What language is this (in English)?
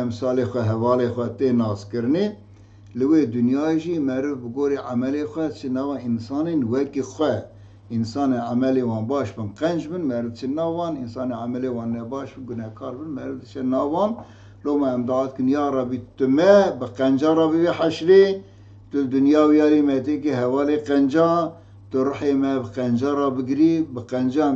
Kurdish